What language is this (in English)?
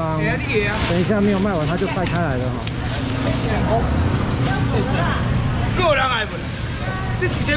Chinese